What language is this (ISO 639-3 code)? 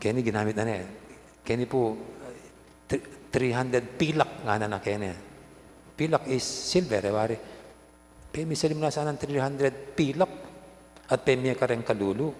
pam